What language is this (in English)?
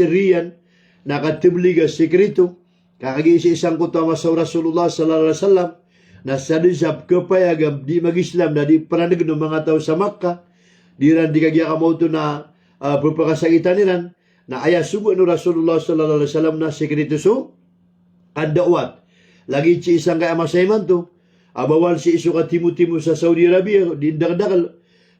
Maranao